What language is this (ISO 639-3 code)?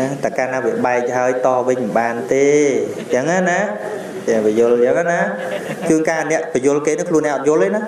khm